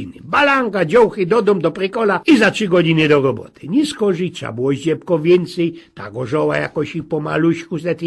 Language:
Silesian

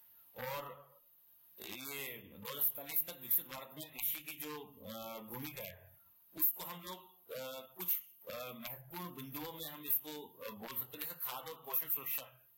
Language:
Hindi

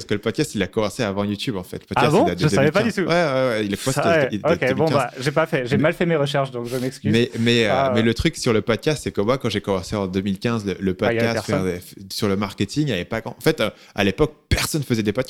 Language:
French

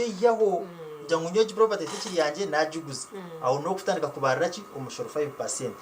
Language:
Nyankole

